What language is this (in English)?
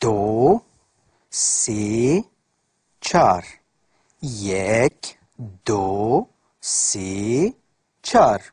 Kurdish